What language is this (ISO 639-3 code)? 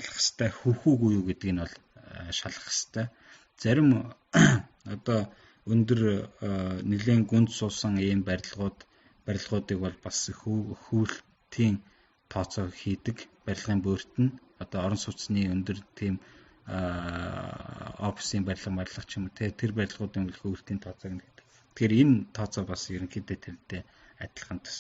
mon